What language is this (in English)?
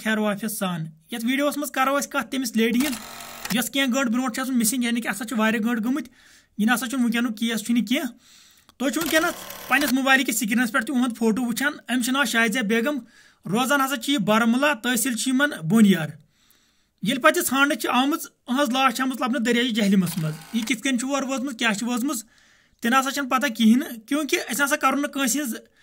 Kashmiri